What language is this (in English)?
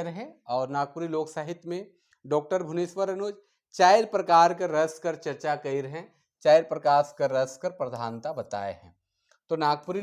Sadri